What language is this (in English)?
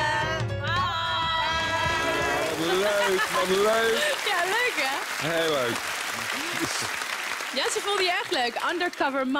Dutch